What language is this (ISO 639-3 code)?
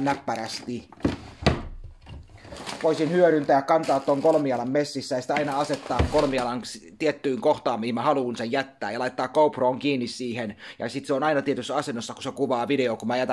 fin